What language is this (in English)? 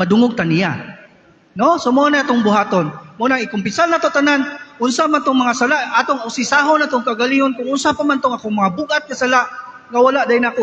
Cebuano